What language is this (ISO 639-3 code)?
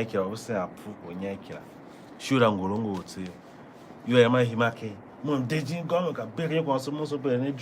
tiv